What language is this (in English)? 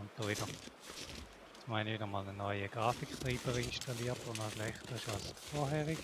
Swiss German